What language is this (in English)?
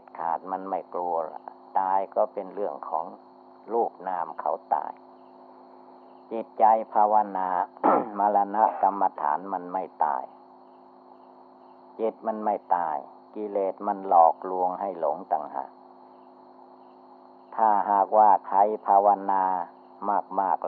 Thai